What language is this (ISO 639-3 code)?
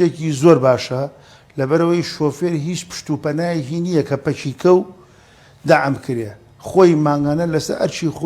ckb